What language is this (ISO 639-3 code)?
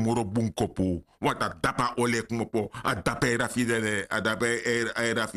srn